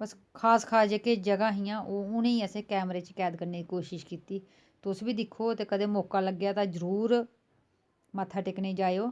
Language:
Dogri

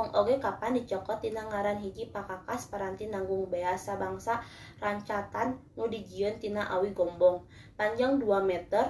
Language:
Sundanese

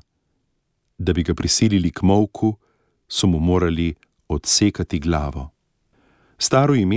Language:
Slovenian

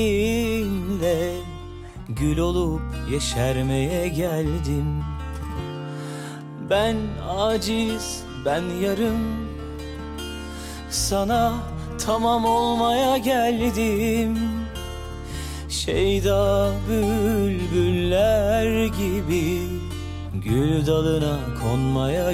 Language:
Turkish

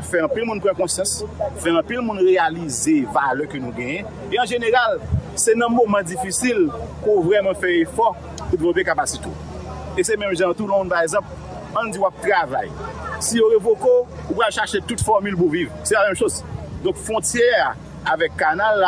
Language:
Haitian Creole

